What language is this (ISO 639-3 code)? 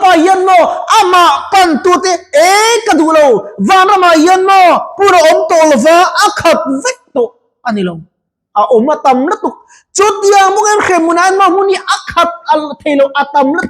lus